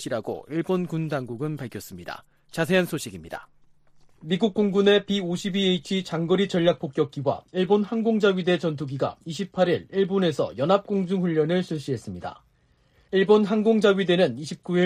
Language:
Korean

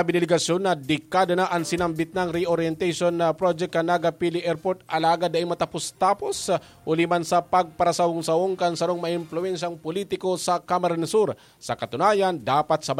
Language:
Bikol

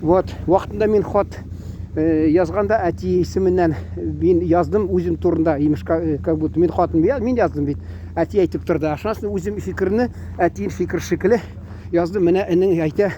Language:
Tatar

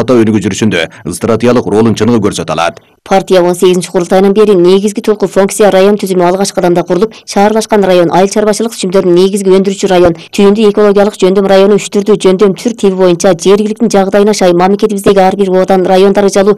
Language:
Kyrgyz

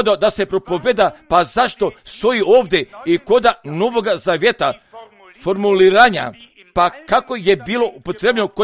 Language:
Croatian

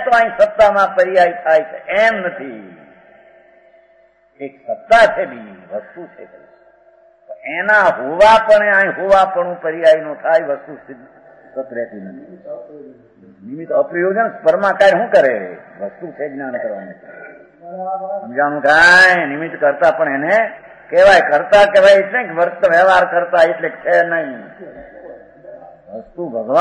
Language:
Gujarati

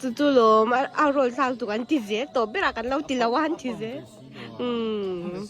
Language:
Mizo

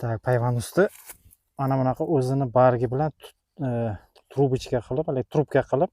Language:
Uzbek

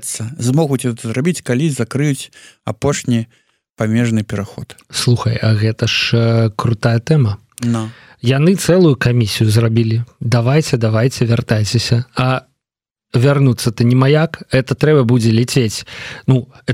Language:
Belarusian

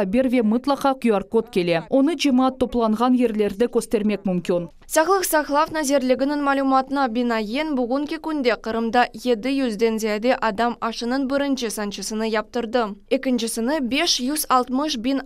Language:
Crimean Tatar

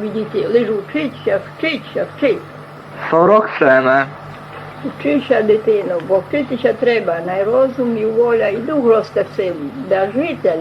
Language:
Rusyn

